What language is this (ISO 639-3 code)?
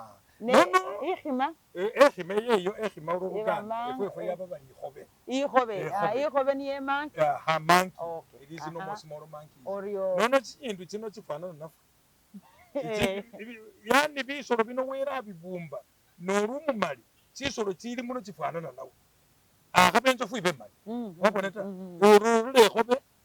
myx